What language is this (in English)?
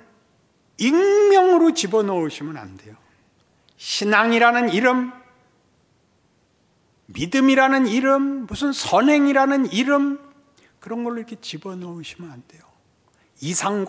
Korean